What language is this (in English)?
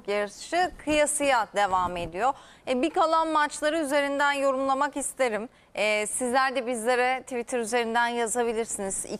Turkish